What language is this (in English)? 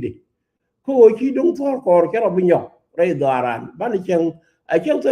Nuer